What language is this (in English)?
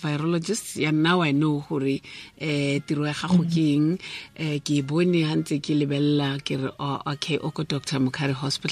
Tswana